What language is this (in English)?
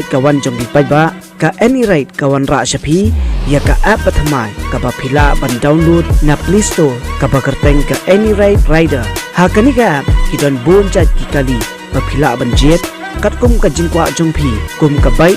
Khasi